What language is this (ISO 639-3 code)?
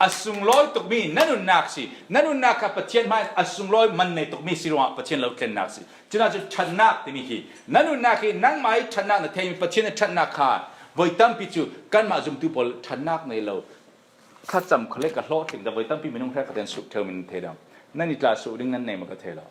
cfm